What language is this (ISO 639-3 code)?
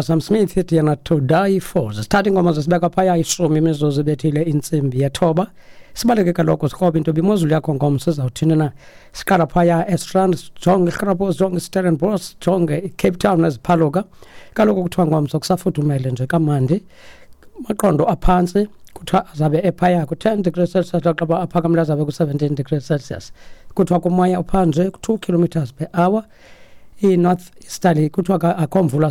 xho